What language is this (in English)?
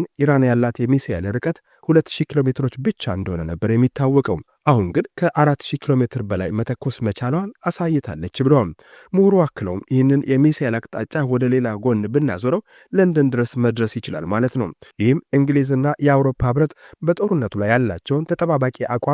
Amharic